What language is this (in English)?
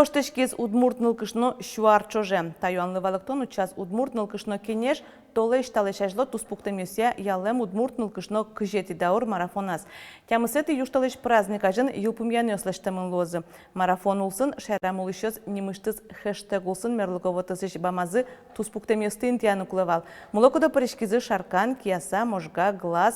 Udmurt